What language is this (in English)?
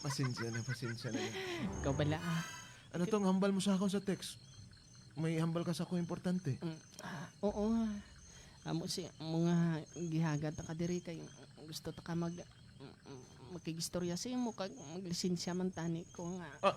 Hiligaynon